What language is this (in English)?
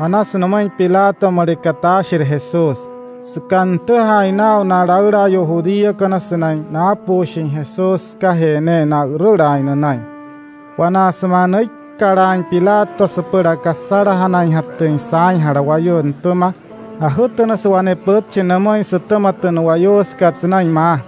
Wayuu